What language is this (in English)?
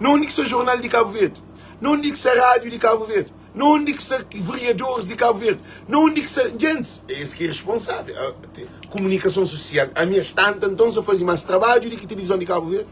Kabuverdianu